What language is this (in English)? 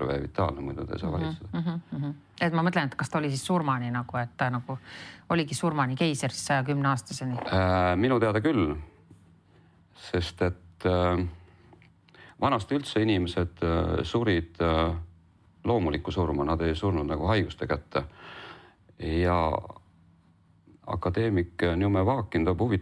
Estonian